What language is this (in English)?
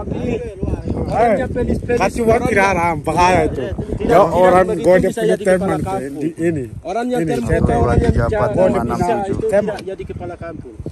Indonesian